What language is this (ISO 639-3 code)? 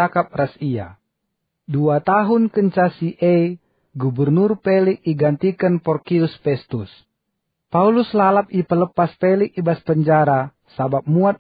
btx